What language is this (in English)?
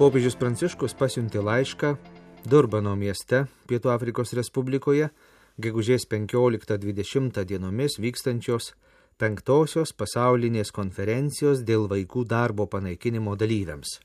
Lithuanian